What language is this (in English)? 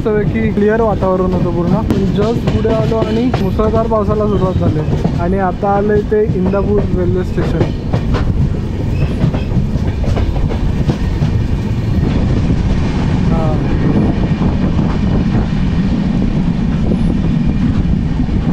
Marathi